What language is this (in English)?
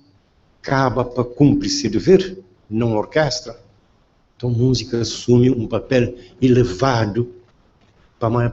Kabuverdianu